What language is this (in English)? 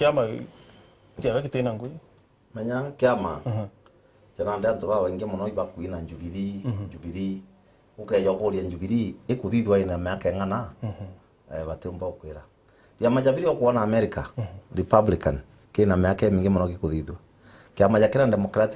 Meru